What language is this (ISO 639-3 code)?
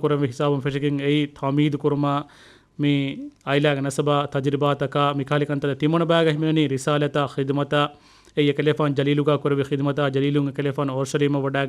div